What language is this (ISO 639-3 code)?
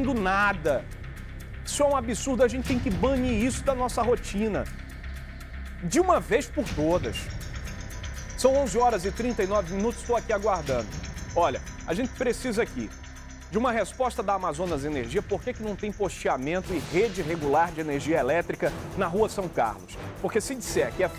por